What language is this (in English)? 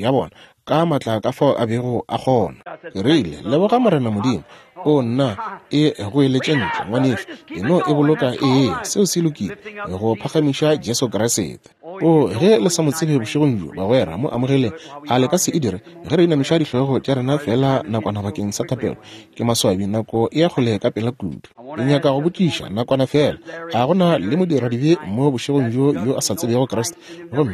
Northern Sotho